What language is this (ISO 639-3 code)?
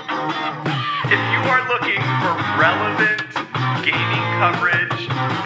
eng